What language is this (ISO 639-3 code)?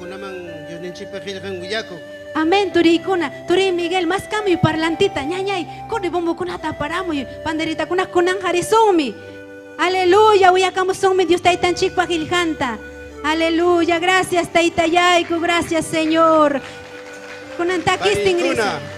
quy